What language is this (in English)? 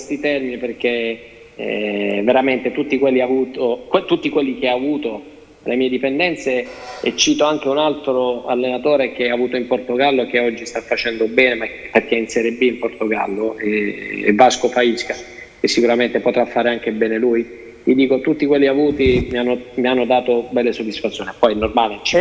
Italian